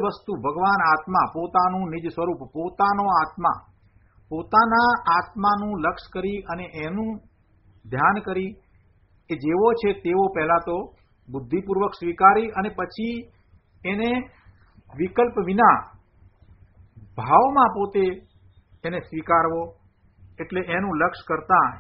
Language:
Gujarati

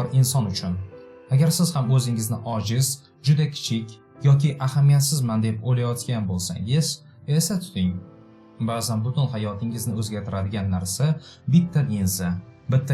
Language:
Uzbek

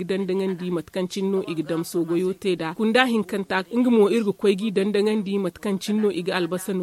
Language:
Zarma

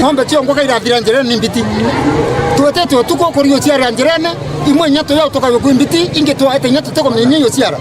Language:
Meru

